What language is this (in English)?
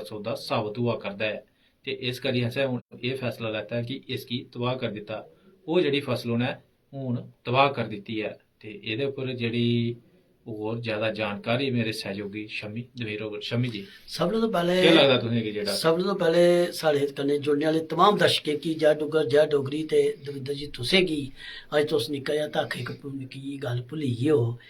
Dogri